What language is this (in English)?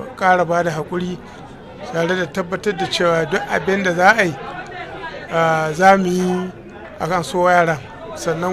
Hausa